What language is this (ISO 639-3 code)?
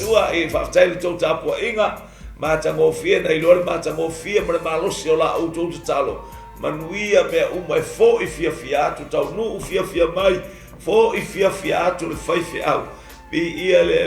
smo